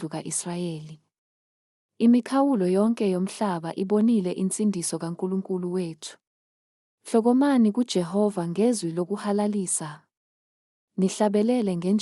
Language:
Zulu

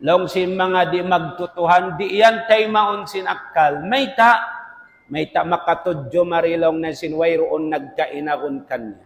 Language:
Tausug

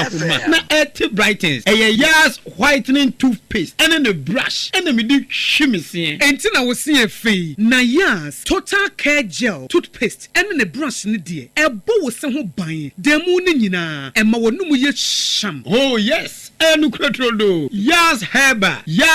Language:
Akan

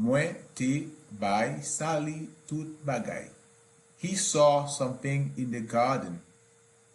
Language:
Haitian Creole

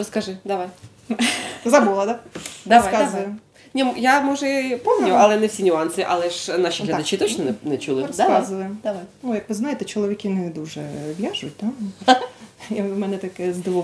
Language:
Ukrainian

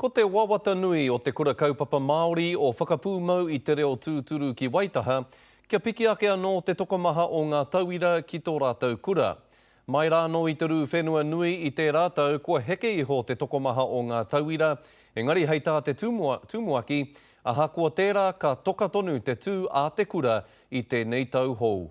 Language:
Māori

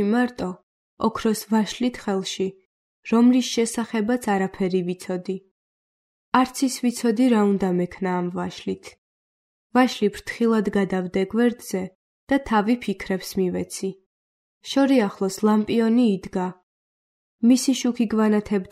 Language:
Georgian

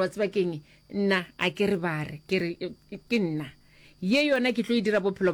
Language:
Northern Sotho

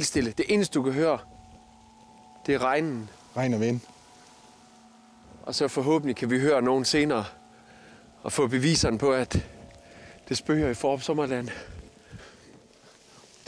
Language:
Danish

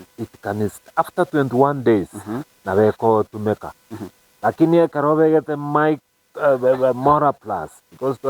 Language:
Gusii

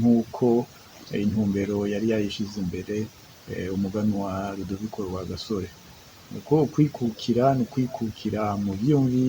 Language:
Rundi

